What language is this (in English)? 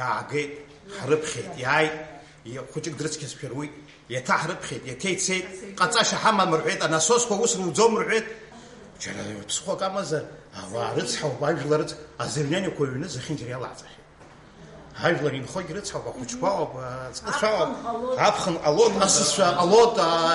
Abkhazian